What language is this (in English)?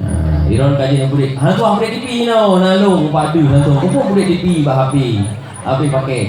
Achinese